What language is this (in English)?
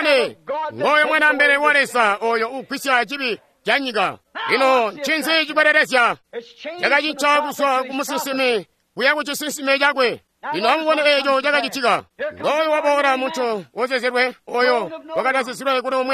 Tonga (Zambia)